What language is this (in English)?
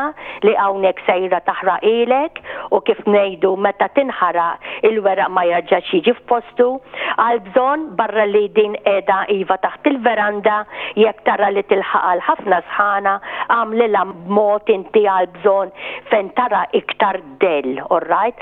Maltese